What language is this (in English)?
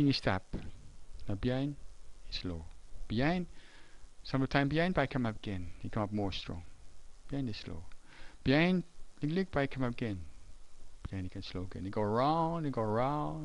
Tok Pisin